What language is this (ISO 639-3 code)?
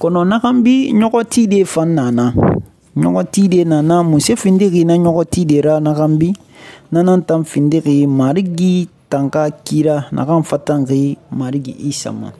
sus